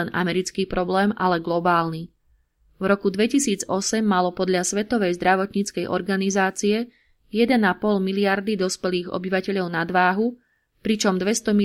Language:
Slovak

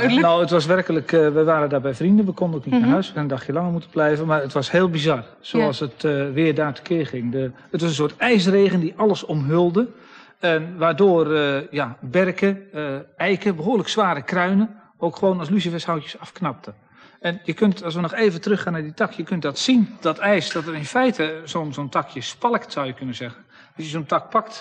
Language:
Dutch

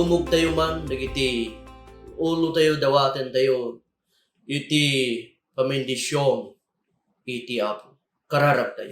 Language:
Iloko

